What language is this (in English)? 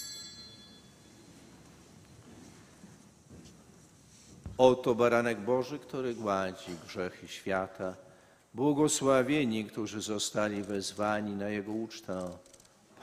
Polish